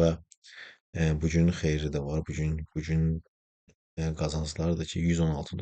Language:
Azerbaijani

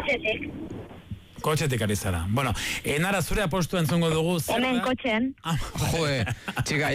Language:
Basque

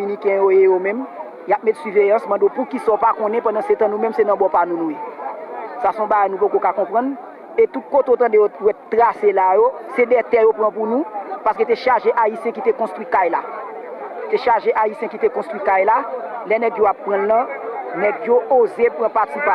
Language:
Haitian Creole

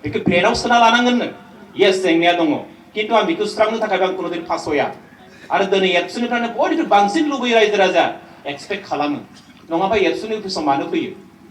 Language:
Bodo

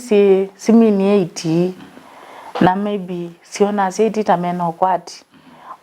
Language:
Kamba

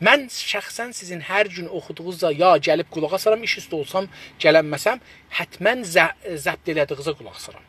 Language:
South Azerbaijani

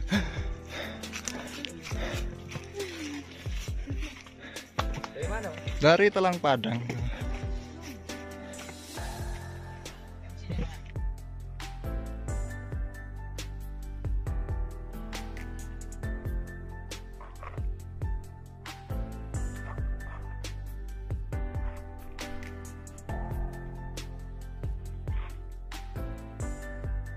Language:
Indonesian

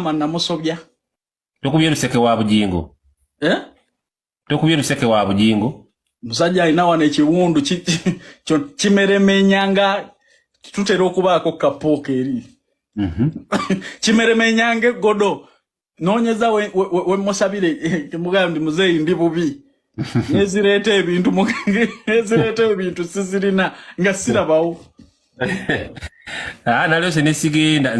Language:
Ganda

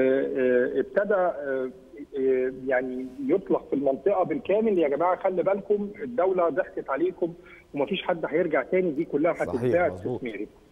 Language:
Egyptian Arabic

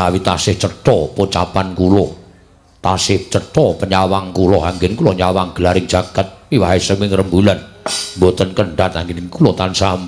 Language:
Javanese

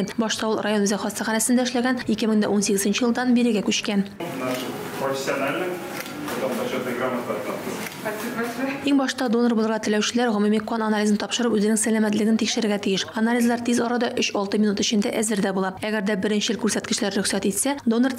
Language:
Tatar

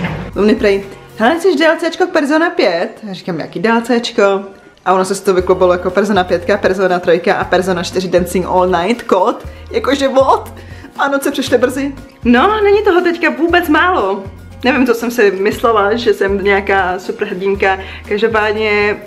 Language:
Czech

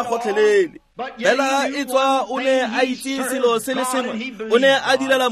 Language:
Tswana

